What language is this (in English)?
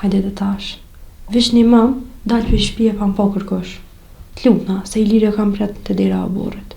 Albanian